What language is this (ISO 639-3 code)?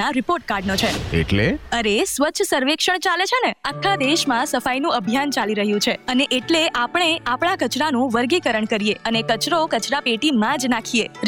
guj